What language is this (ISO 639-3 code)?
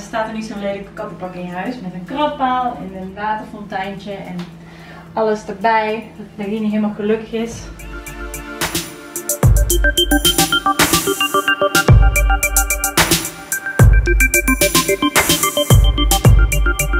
nld